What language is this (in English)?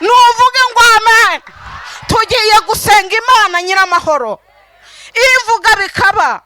Kinyarwanda